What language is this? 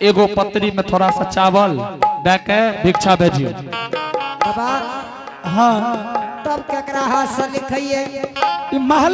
Angika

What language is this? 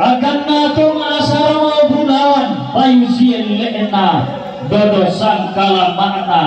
Toraja-Sa'dan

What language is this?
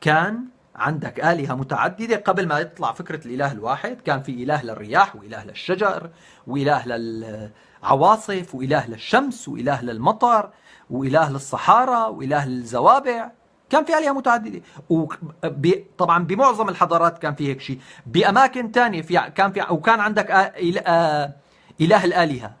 North Levantine Arabic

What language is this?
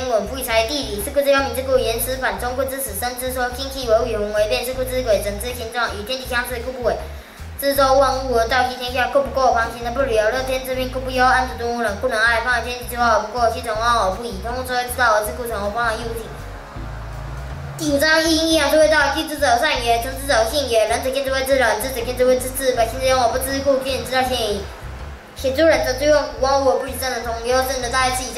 Literary Chinese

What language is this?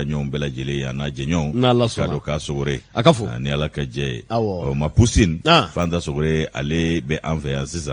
Bambara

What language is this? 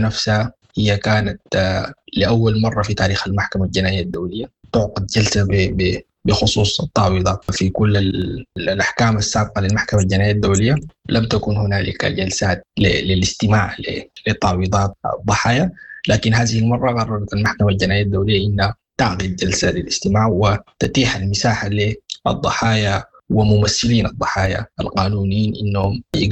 Sudanese Arabic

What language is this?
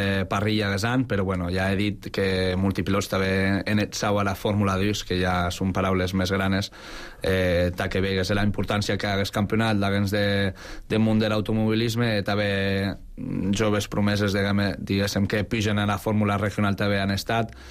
Catalan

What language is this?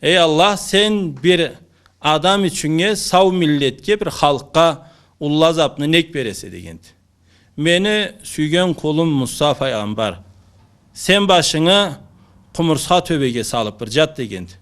Karachay-Balkar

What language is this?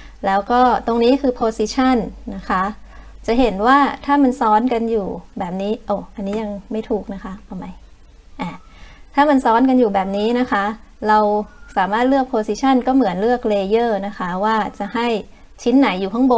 Thai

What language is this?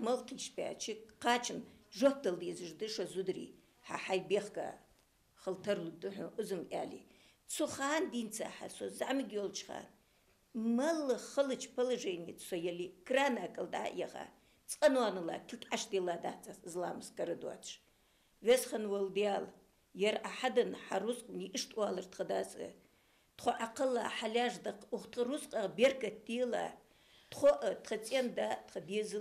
Ingush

